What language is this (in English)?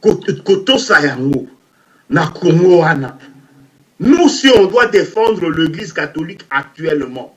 Lingala